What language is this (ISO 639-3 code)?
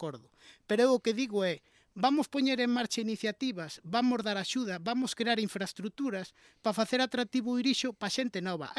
glg